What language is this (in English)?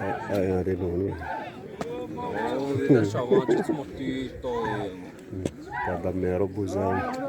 Xavánte